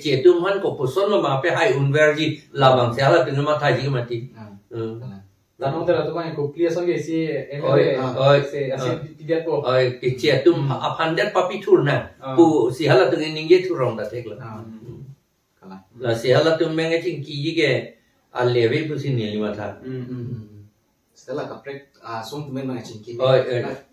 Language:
Karbi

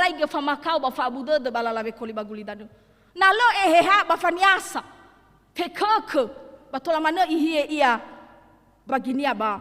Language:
Nias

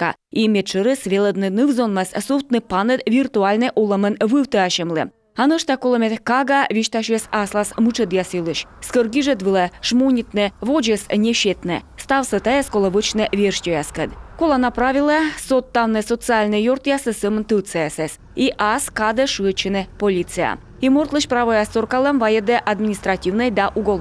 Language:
Komi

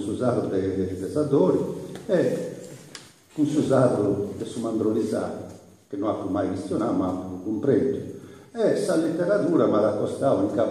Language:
Sardinian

